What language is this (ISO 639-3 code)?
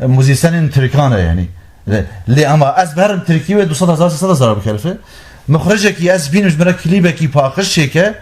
kur